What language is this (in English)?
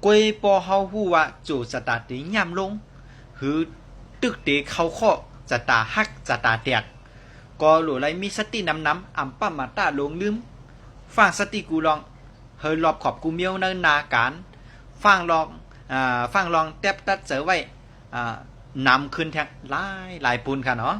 Shan